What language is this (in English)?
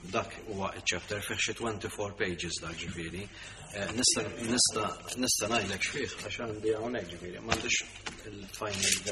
Maltese